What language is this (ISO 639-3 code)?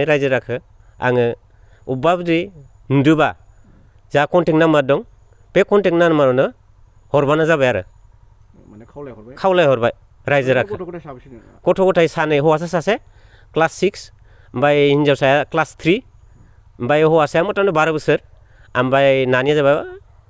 brx